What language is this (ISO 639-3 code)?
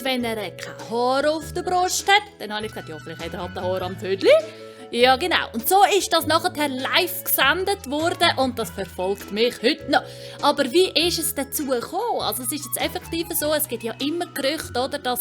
gsw